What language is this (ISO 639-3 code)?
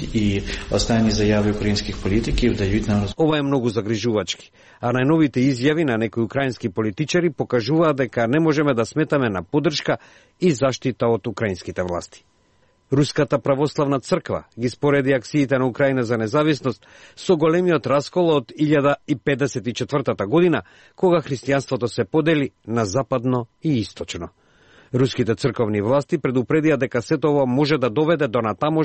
mkd